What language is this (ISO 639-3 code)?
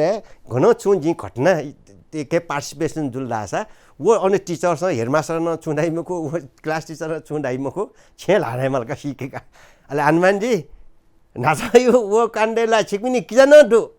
new